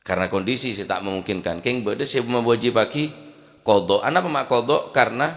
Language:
Madurese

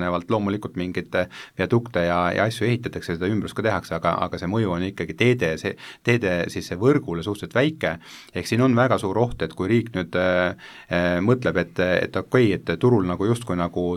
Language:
Estonian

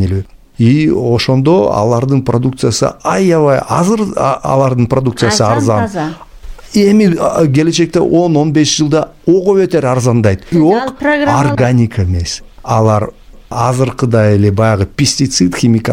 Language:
Kyrgyz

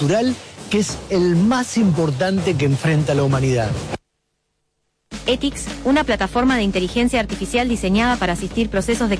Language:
Spanish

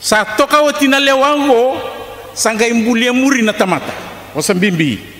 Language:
Fijian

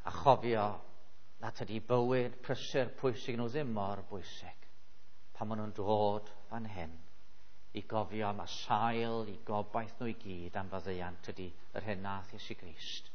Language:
Welsh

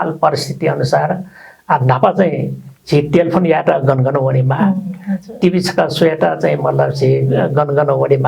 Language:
Newari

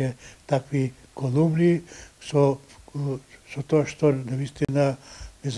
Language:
Macedonian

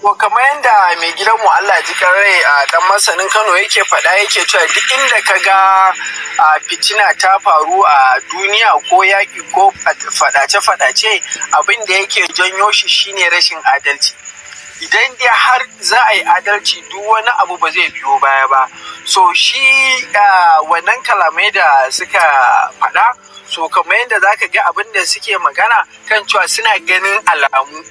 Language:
Hausa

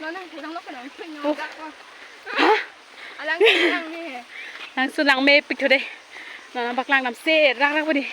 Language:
Karbi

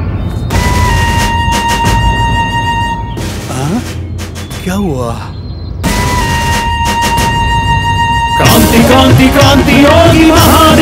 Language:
Kannada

